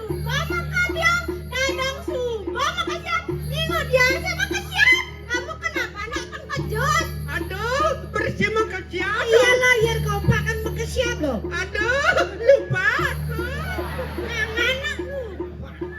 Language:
Balinese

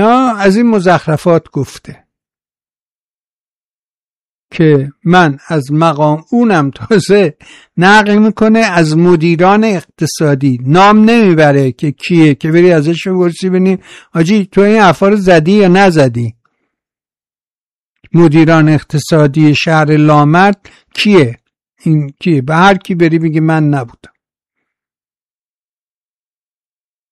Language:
Persian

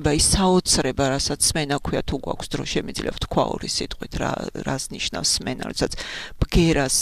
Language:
Georgian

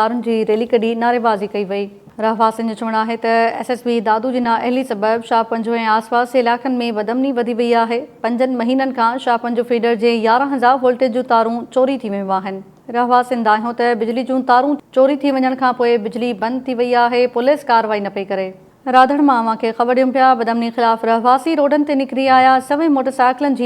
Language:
Sindhi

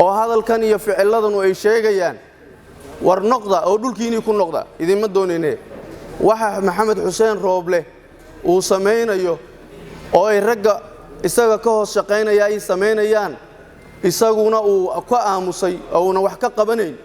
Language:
Somali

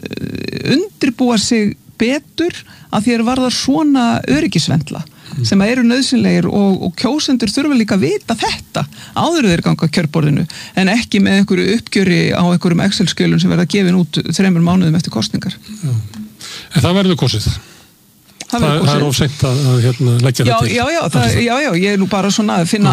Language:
Icelandic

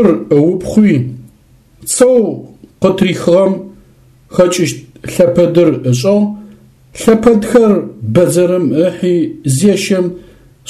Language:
Adyghe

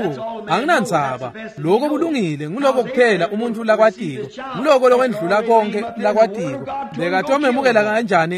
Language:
Swati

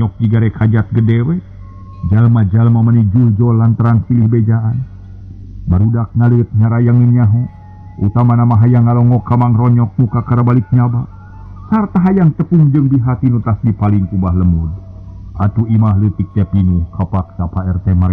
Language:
Sundanese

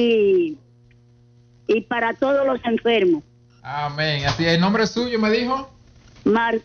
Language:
Spanish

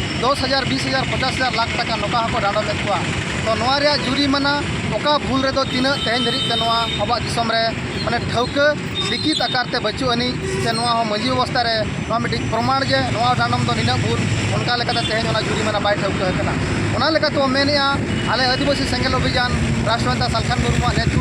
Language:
Santali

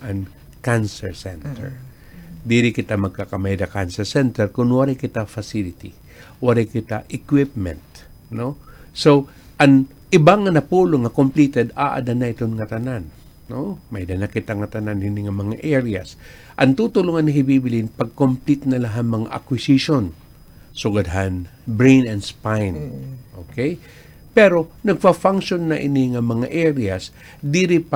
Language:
Waray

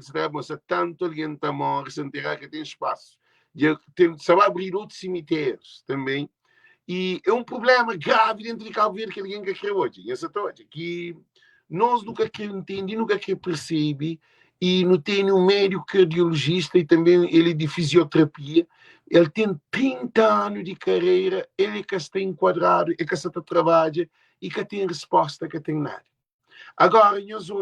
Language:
Kabuverdianu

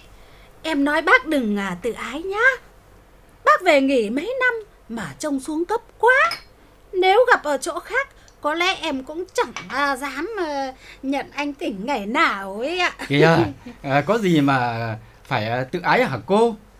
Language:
Vietnamese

